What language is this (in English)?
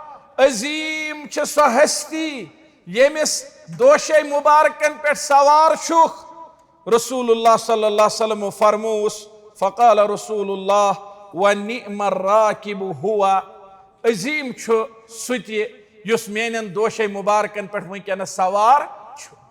Kashmiri